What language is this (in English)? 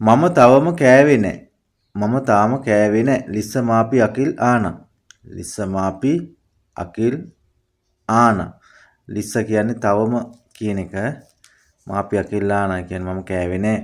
Sinhala